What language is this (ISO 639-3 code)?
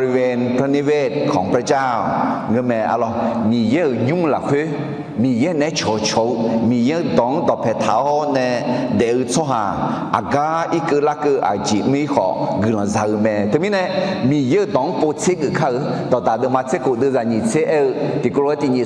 ahk